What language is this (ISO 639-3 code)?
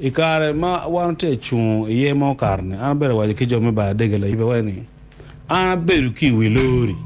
ach